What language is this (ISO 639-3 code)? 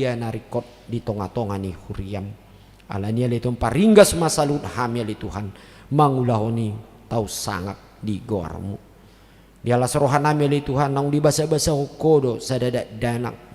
bbc